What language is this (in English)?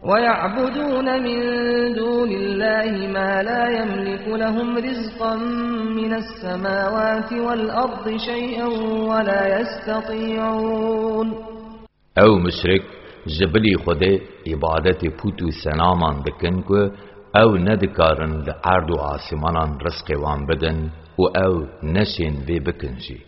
Kurdish